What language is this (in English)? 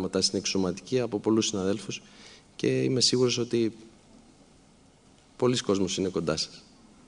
Greek